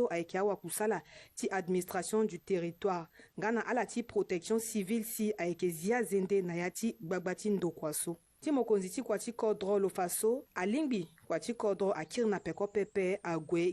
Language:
Sango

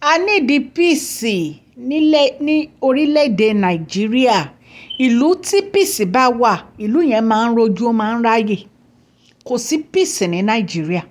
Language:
Yoruba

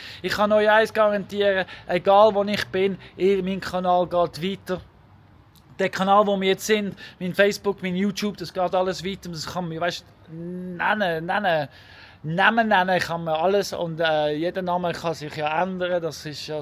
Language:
Swiss German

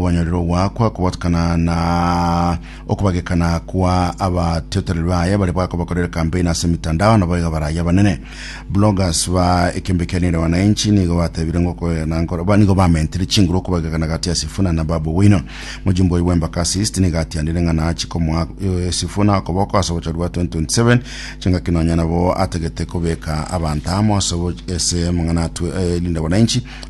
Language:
Gusii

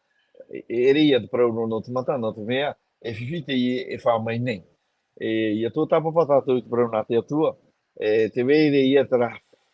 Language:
Tahitian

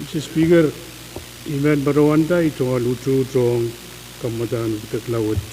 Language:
Pohnpeian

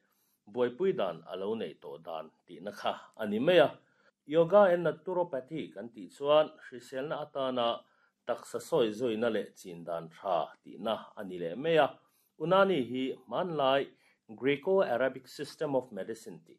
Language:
Mizo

